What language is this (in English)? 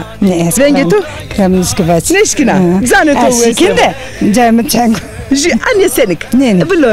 Zaza